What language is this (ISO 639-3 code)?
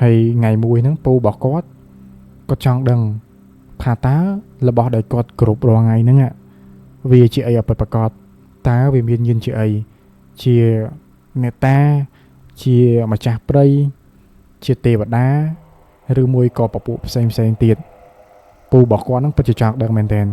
khm